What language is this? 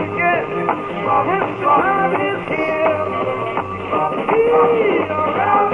Swedish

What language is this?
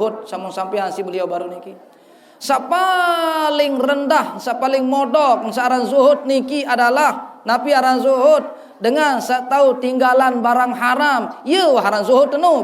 Sasak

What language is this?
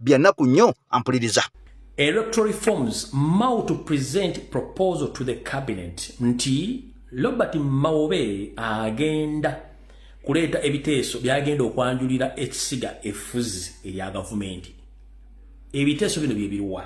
Ganda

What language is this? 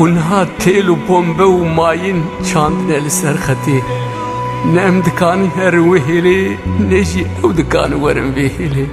Kurdish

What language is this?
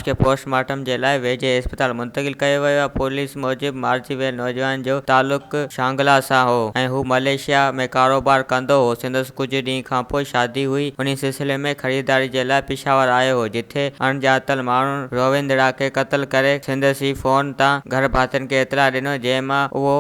Sindhi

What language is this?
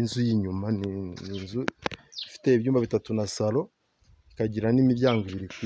Kinyarwanda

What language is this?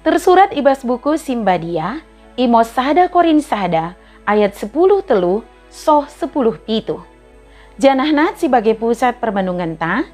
Batak Dairi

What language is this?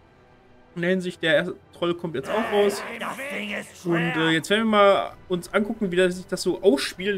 German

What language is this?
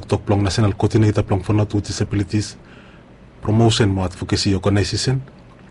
Bislama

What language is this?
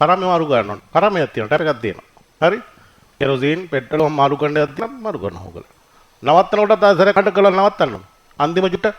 Sinhala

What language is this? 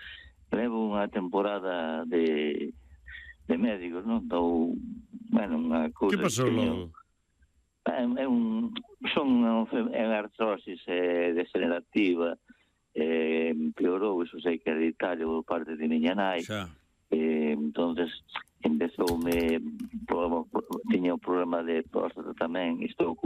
Galician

